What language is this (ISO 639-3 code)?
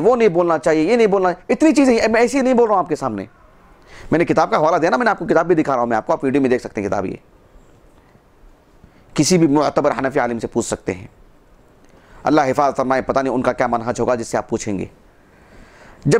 urd